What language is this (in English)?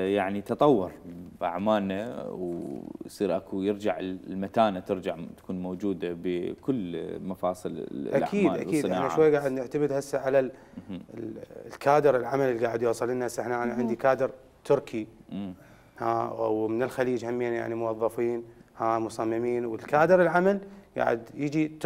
Mesopotamian Arabic